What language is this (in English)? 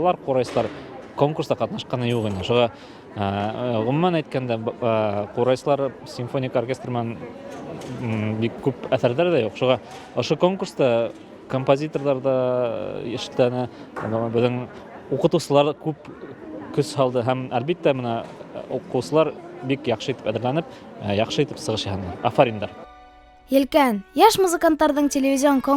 Bashkir